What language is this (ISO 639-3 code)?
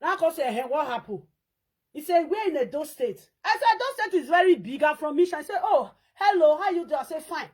pcm